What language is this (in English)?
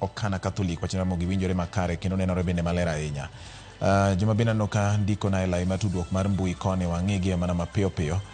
Luo (Kenya and Tanzania)